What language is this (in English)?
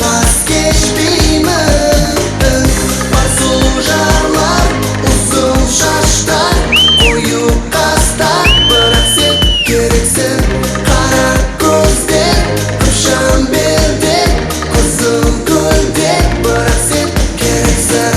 Kara-Kalpak